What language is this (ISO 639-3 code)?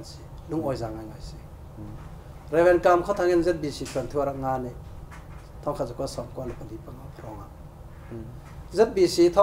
cfm